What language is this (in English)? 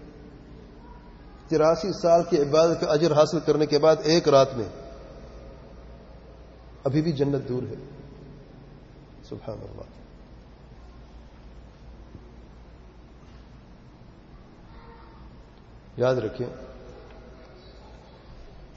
Urdu